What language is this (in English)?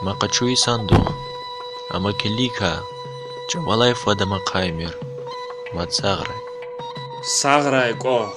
Lezghian